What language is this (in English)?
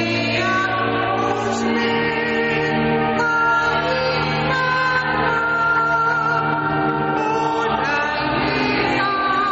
Basque